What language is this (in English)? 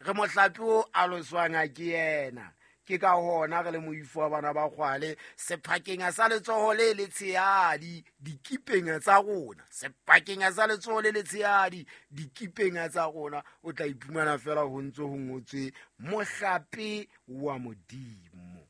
Southern Sotho